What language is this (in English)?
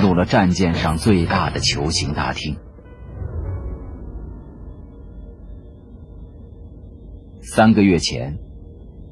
Chinese